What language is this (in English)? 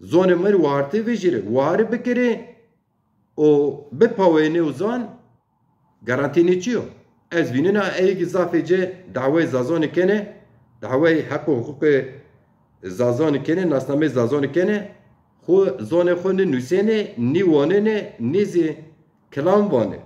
Zaza